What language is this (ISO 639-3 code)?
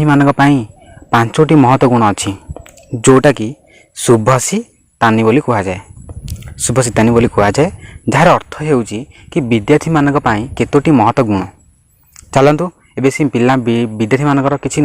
ori